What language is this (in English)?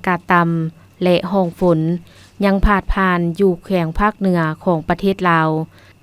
Lao